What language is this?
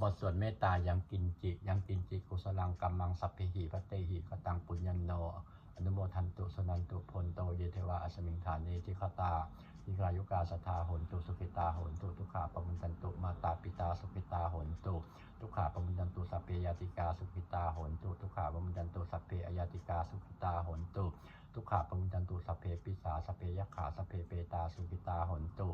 Pali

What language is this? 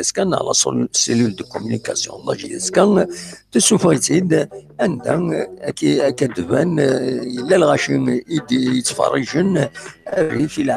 Kabyle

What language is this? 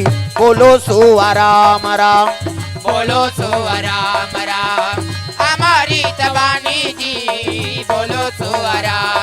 Chhattisgarhi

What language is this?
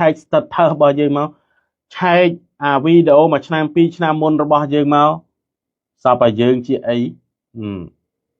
Khmer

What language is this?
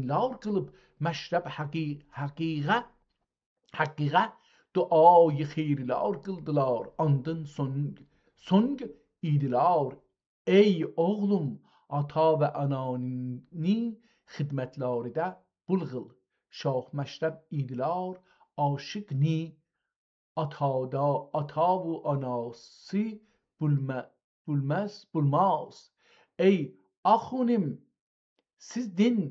South Azerbaijani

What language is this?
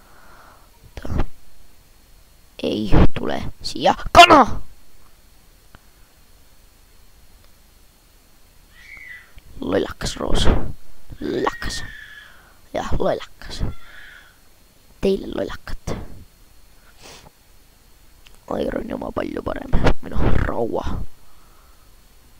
Estonian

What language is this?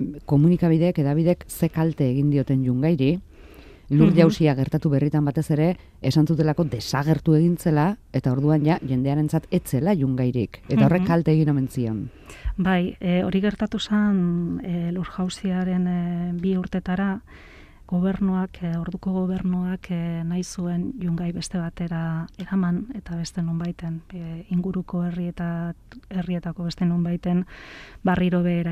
Basque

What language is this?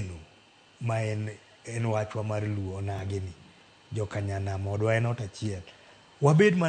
Luo (Kenya and Tanzania)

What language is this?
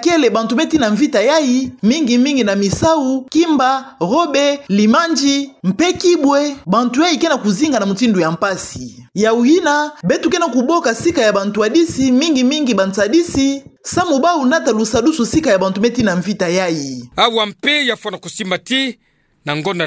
Kituba (Democratic Republic of Congo)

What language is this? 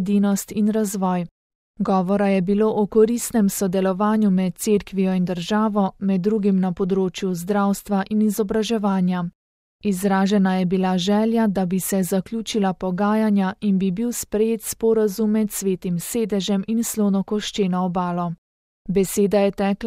Slovenian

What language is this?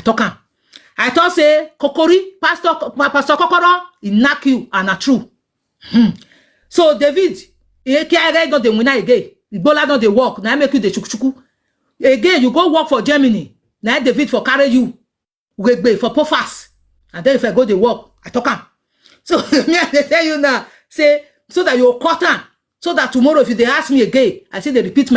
Nigerian Pidgin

